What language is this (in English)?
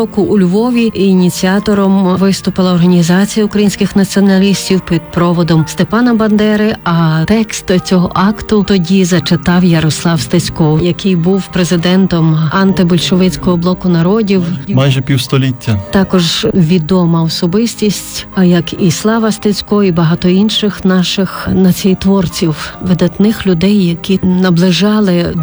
Ukrainian